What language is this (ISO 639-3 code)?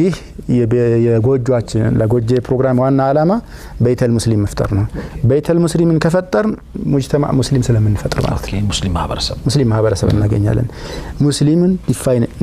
amh